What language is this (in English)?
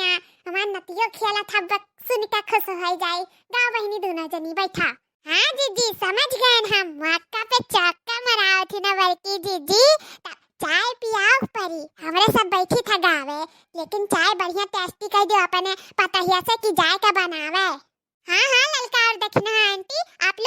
Awadhi